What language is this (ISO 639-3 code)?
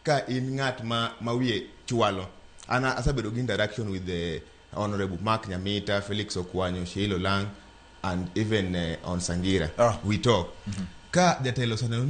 luo